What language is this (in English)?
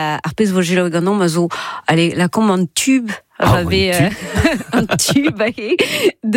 Breton